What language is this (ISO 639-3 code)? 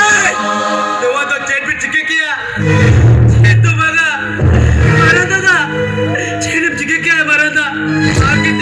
sat